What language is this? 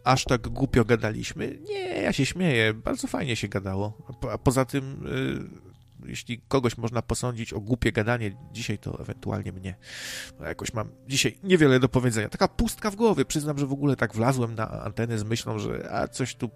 Polish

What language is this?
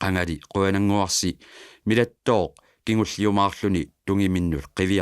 Kalaallisut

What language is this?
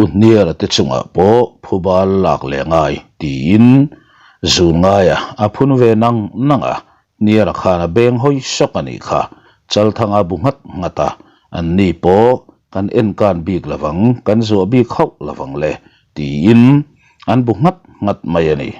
Mizo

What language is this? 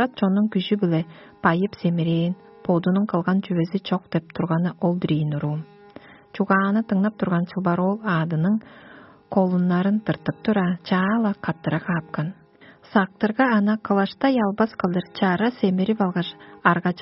Tuvinian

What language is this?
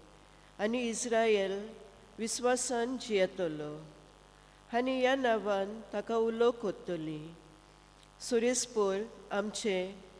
Konkani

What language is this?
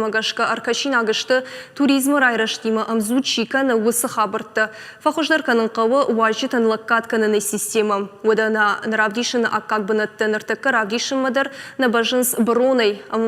Ossetic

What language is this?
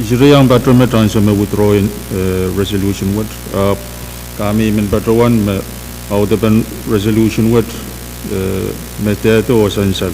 Pohnpeian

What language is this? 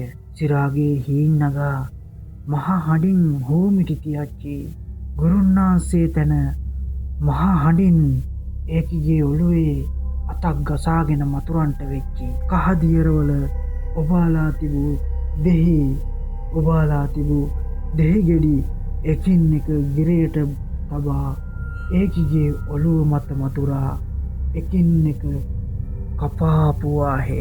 Sinhala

